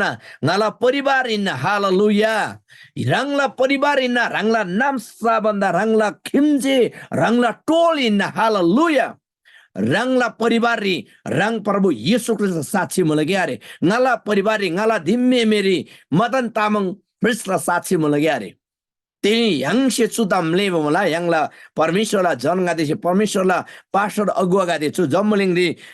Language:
Eastern Tamang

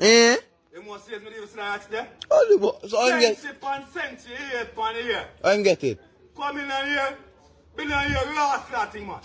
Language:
Jamaican Creole English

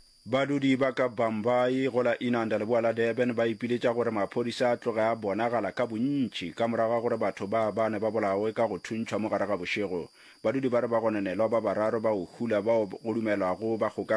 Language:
Northern Sotho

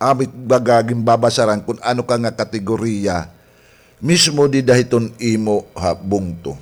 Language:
Waray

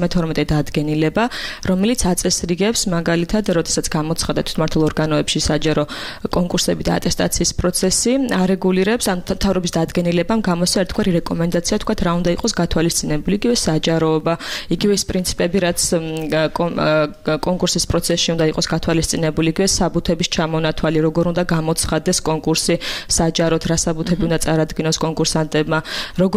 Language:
Georgian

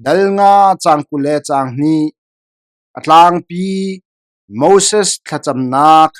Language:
Hakha Chin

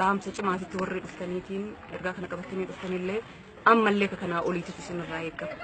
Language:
Oromo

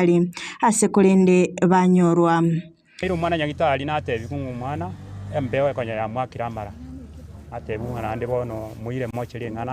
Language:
Gusii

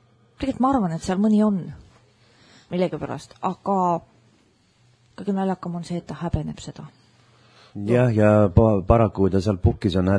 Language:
Estonian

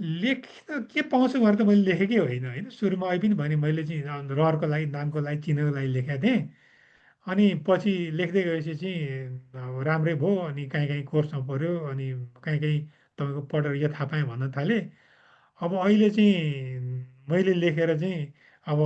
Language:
Nepali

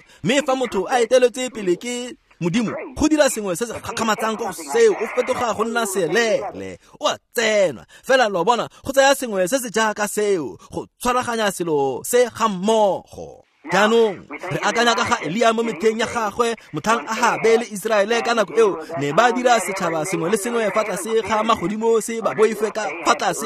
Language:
Tswana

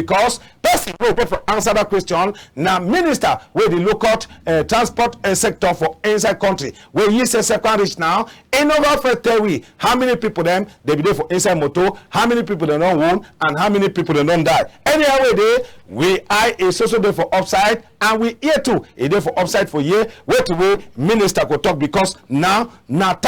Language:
Cameroon Pidgin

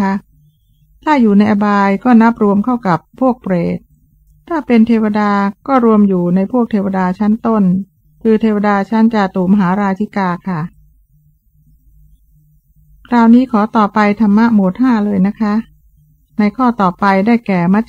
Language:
Thai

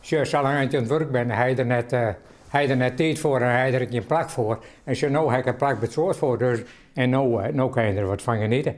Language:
Western Frisian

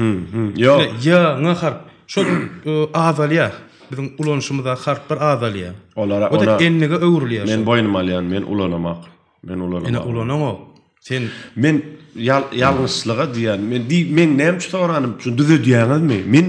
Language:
Turkmen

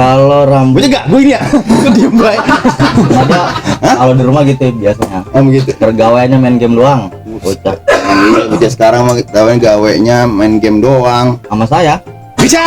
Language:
Betawi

